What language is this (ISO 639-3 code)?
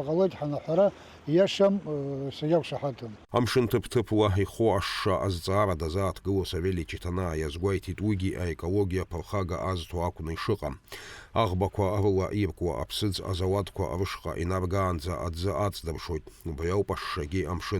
abk